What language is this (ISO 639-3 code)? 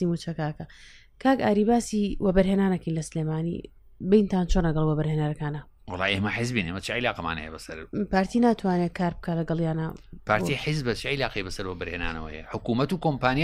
ckb